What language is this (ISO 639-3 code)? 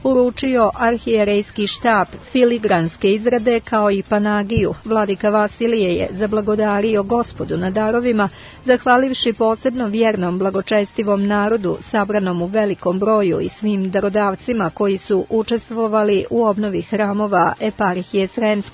srp